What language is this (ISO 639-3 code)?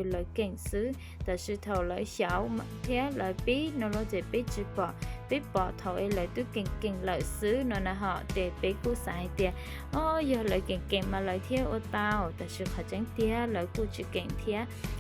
hmn